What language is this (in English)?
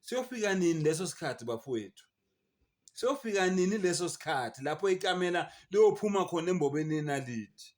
Zulu